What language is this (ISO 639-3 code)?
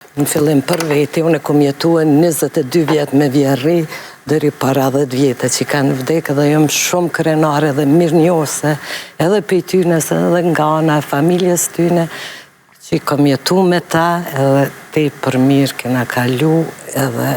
sqi